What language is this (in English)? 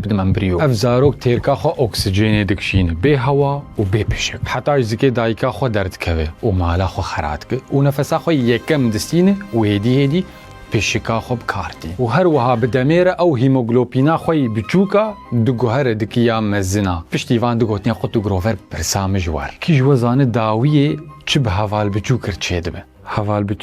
Kurdish